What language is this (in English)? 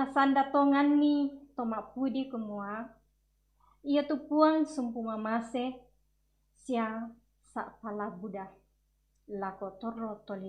Toraja-Sa'dan